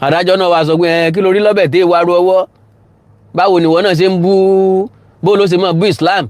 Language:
Yoruba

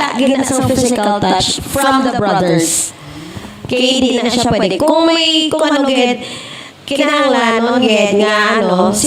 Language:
Hiligaynon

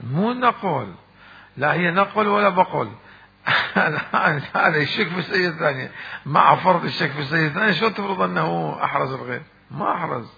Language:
Mesopotamian Arabic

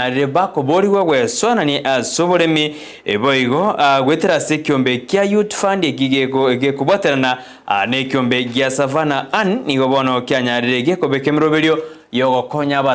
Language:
Gusii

